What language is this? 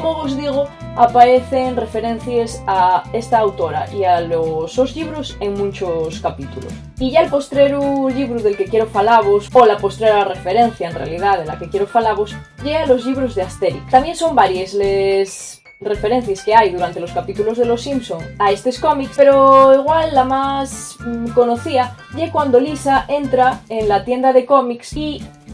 Asturian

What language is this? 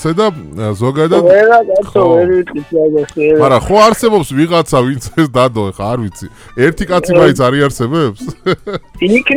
Georgian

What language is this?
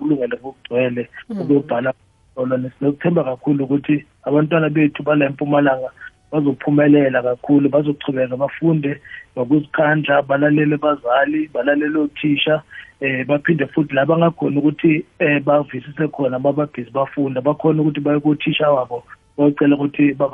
South Ndebele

